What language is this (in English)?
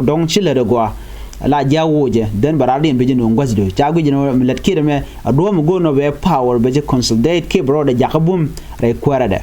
Nuer